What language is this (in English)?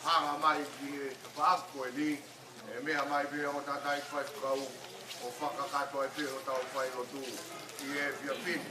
Tongan